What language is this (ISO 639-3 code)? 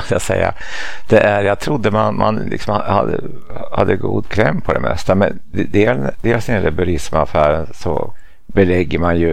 swe